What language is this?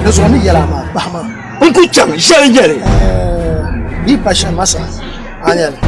Dagbani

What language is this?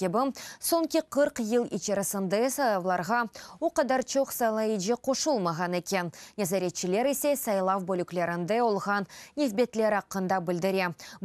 Crimean Tatar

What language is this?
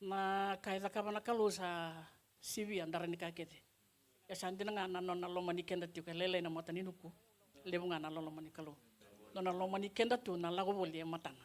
Fijian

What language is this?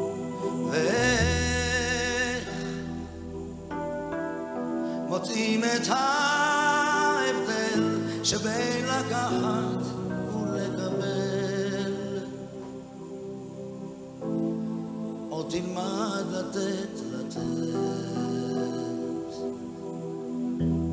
Hebrew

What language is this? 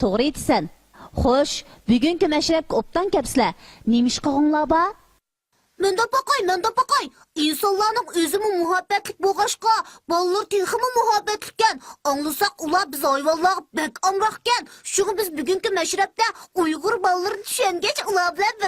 Uyghur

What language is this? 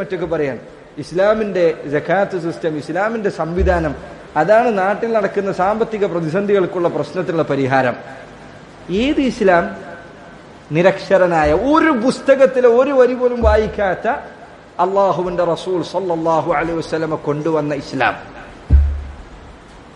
Malayalam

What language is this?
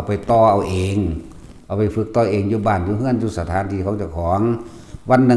Lao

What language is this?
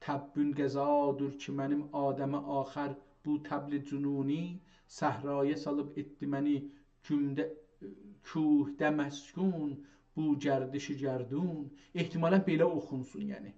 South Azerbaijani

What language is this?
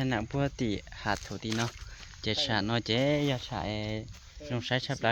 Hmong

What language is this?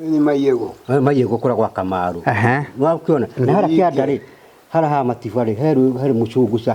Kikuyu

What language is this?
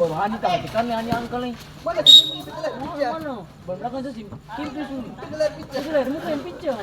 Ambonese Malay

